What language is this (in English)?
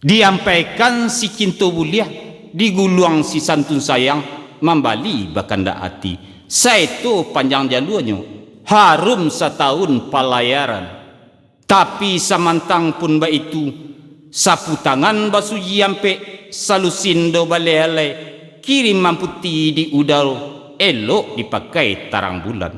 Minangkabau